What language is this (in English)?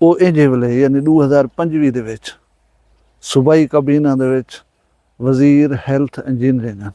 Saraiki